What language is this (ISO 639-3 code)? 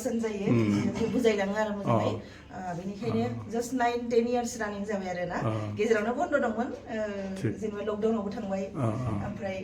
brx